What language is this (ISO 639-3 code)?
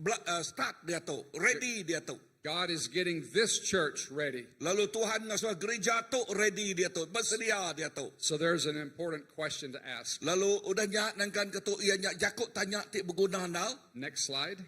iba